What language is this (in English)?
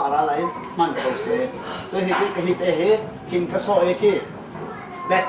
Hakha Chin